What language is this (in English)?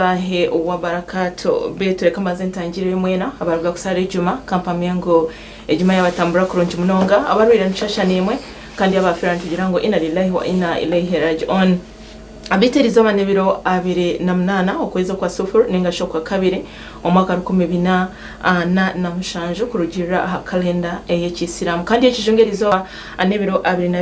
Nyankole